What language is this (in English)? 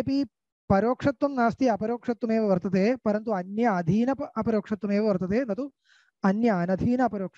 Sanskrit